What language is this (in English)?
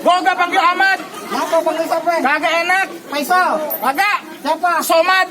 Betawi